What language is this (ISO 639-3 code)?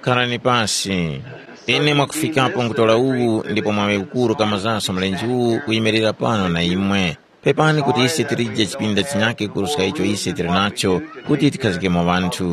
tum